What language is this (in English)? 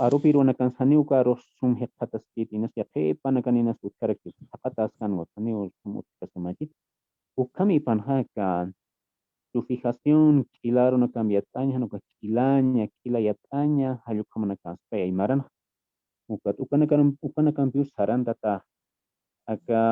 Aymara